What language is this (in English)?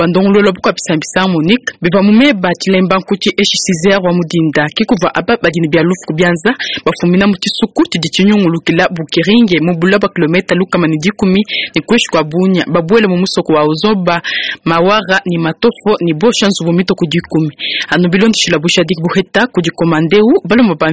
Luba-Lulua